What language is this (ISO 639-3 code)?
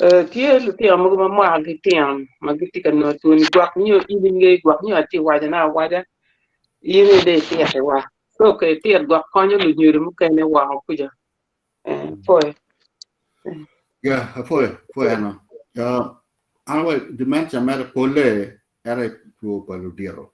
ach